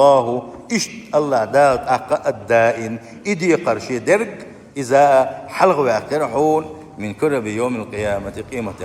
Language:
Chechen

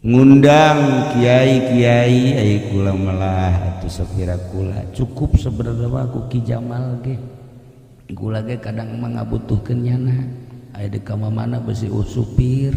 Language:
Sundanese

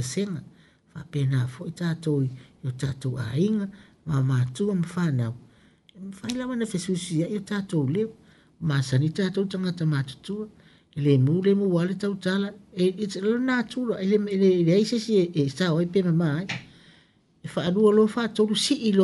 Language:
Samoan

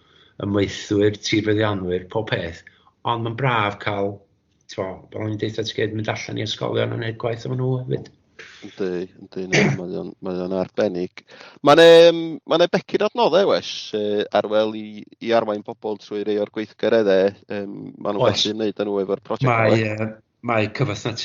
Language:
Welsh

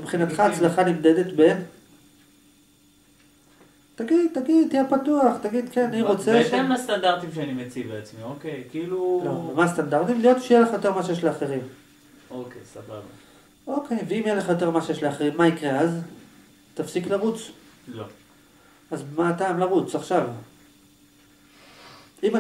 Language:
Hebrew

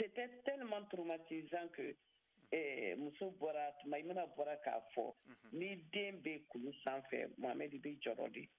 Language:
Bambara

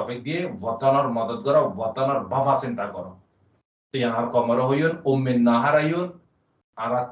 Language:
Rohingya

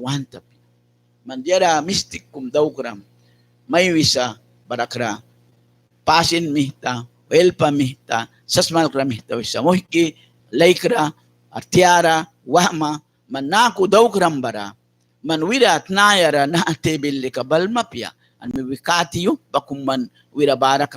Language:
Mískito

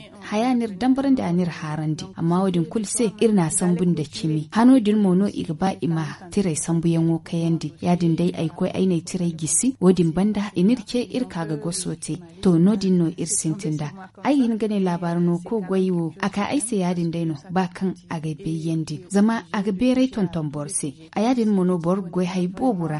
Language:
Zarma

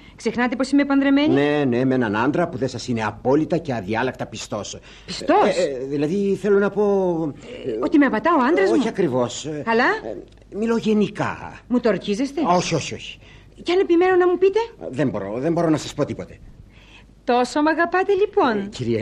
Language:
Greek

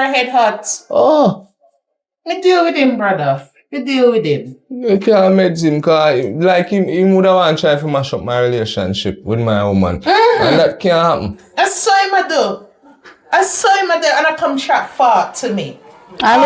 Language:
Jamaican Creole English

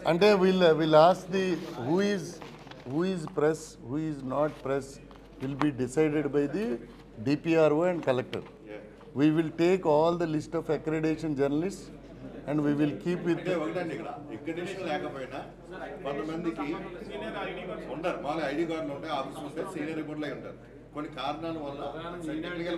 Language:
Telugu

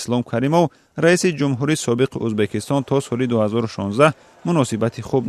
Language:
Tajik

